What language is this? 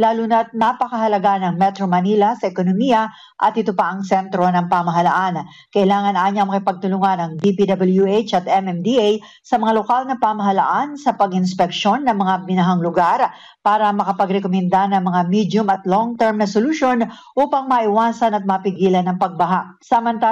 Filipino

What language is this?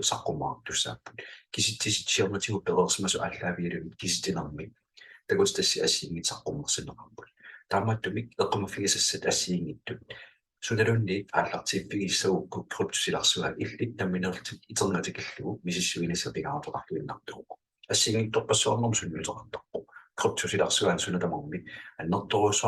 Kalaallisut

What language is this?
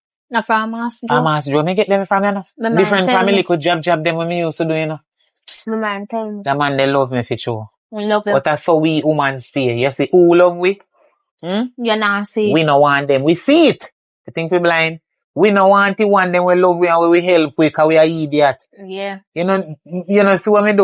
Jamaican Creole English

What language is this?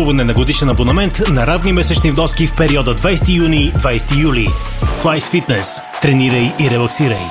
Bulgarian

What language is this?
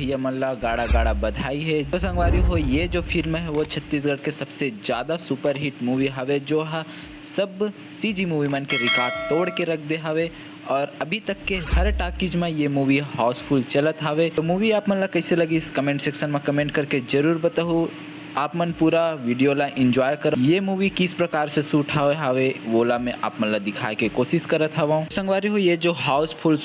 Chhattisgarhi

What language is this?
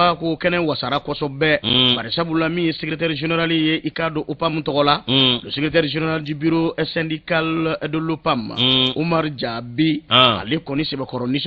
Bambara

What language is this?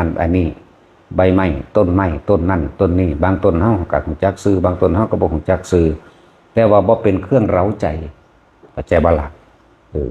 Northeastern Thai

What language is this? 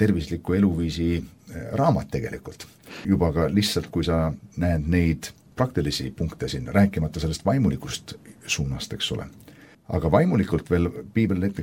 Estonian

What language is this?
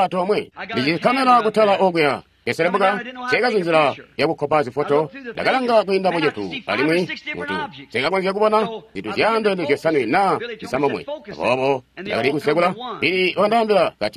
Tonga (Zambia)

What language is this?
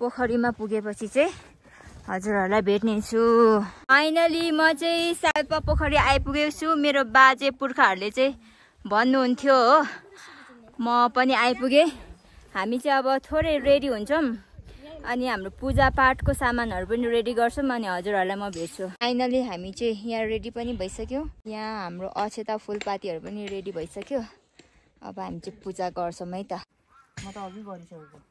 Nepali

